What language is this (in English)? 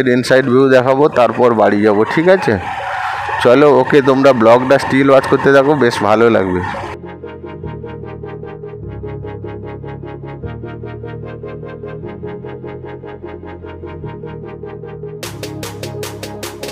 Bangla